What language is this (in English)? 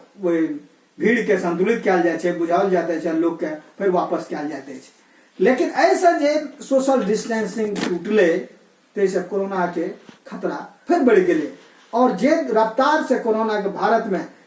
Maithili